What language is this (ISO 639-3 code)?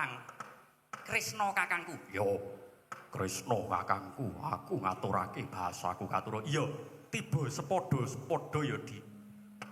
jav